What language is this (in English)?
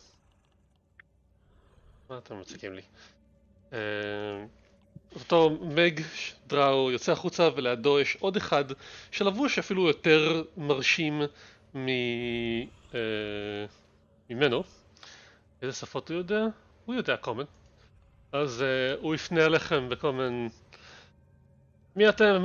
Hebrew